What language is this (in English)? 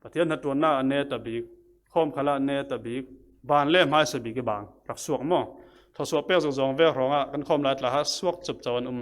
Falam Chin